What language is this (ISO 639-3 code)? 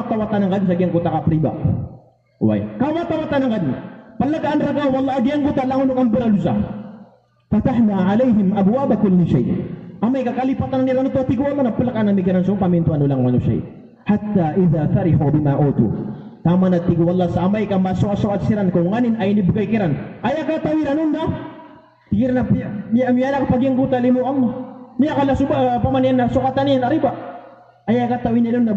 mrw